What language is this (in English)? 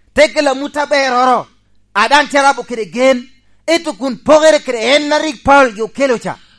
Lango (Uganda)